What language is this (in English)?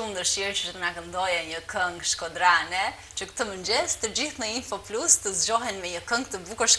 Albanian